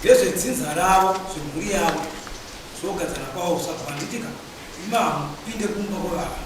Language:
Shona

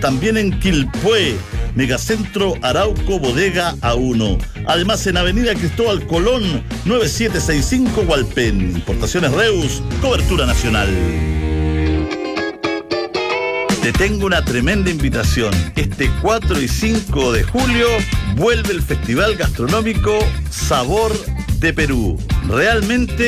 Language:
Spanish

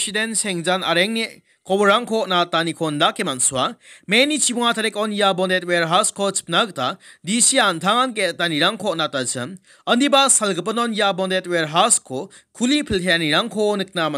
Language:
Garo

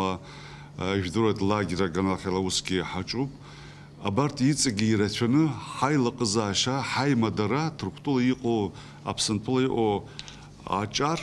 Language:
Abkhazian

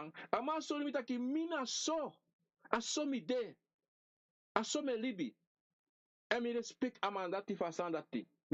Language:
Sranan Tongo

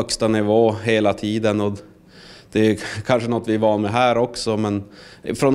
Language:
Swedish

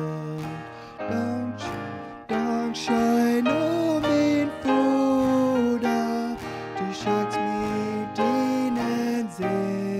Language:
Plautdietsch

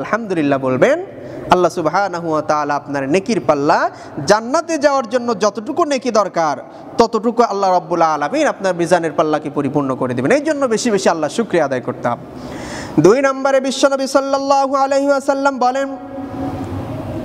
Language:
Bangla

